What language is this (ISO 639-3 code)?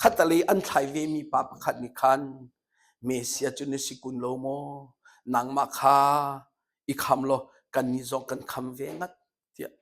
cnh